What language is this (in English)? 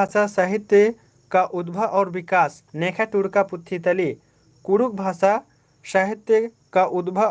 Kurukh